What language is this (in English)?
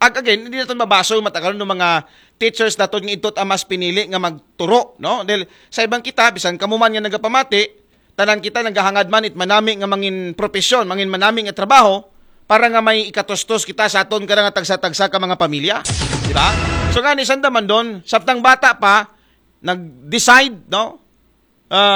Aklanon